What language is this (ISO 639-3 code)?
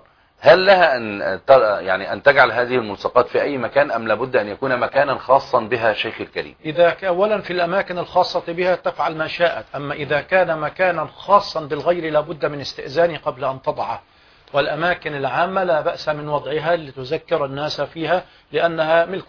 ara